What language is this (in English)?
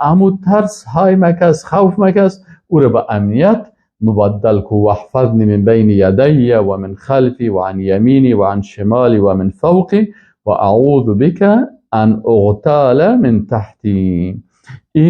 Persian